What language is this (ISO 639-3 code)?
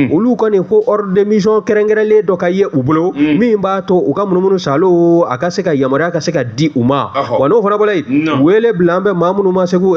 bam